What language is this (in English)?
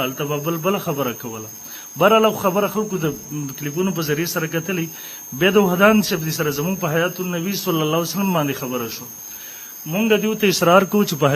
Pashto